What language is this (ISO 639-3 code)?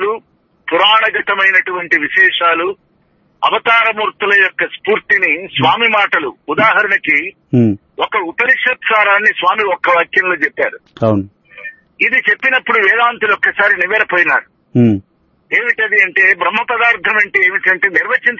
tel